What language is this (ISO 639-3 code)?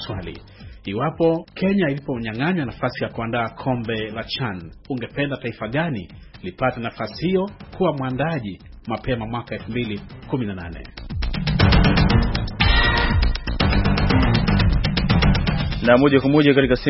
swa